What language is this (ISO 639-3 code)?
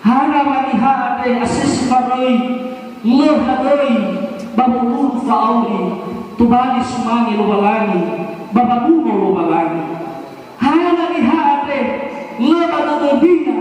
nia